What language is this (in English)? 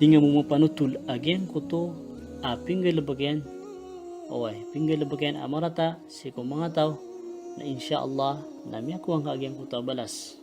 Maranao